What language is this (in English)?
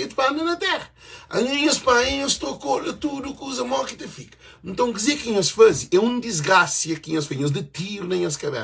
Kabuverdianu